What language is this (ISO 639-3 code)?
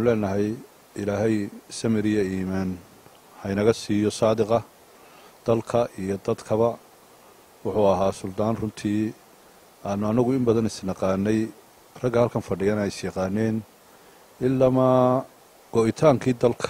som